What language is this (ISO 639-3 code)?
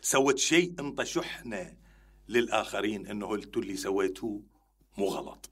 acm